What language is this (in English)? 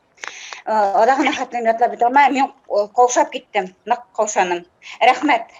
Bashkir